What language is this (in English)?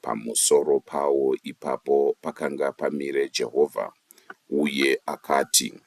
Shona